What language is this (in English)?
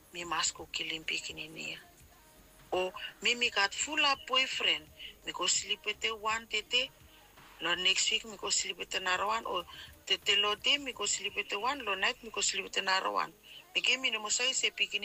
Bislama